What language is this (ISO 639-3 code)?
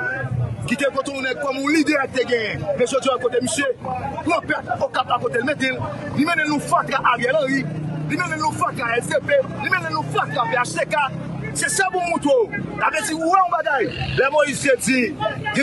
hat